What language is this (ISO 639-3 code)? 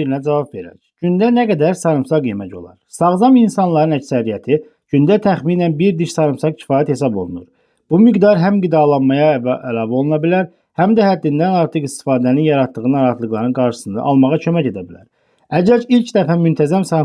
aze